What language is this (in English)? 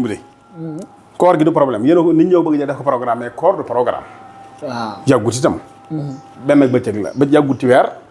Wolof